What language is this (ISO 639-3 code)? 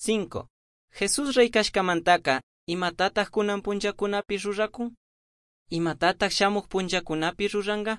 qug